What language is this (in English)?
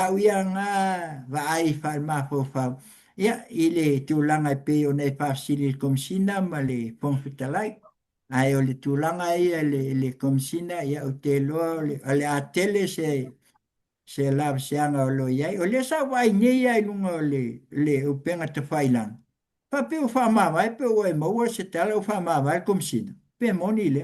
Samoan